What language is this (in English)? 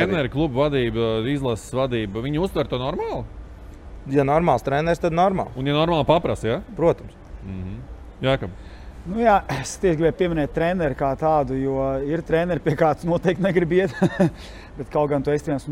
Latvian